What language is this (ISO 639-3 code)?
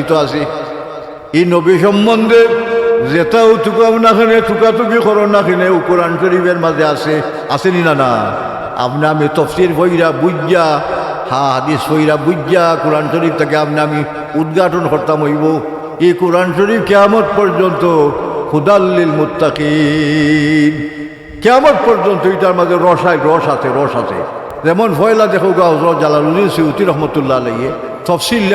syl